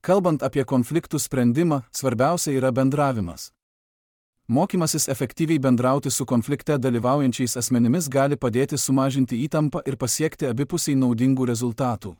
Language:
Lithuanian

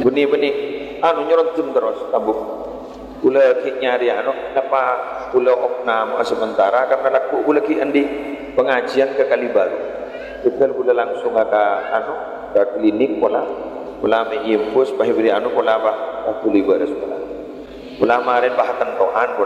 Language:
Madurese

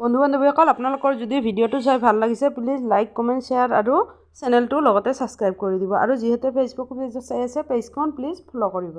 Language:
Assamese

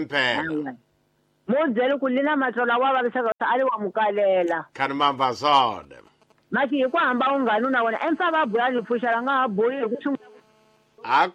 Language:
Tsonga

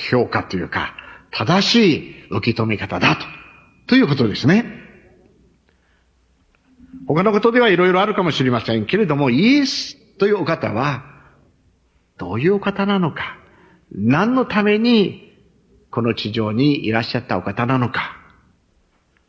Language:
Japanese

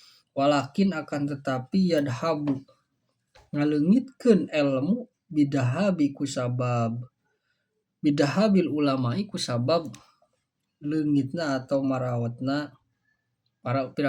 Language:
Sundanese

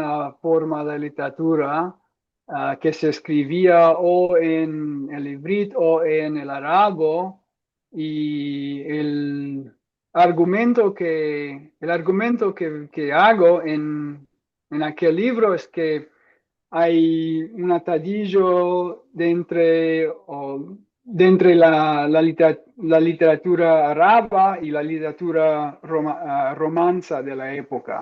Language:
Ladino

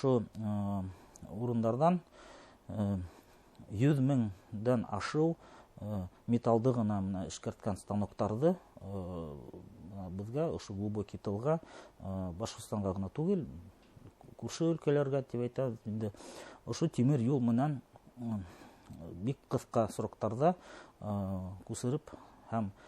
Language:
Bashkir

